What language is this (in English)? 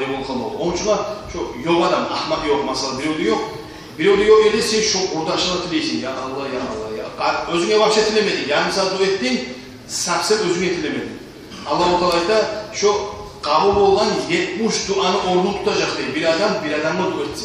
Kumyk